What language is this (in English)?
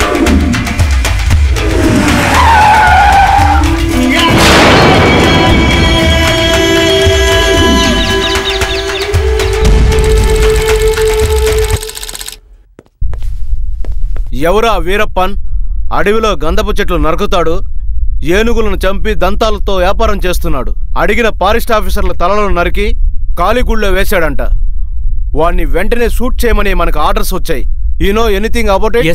Telugu